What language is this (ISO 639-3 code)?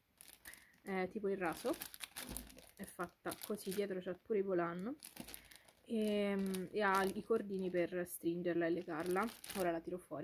ita